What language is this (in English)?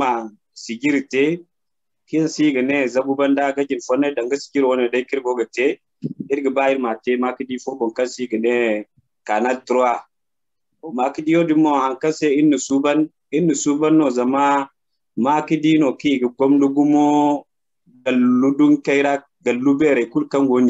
Zarma